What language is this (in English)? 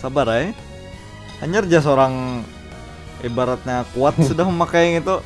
Banjar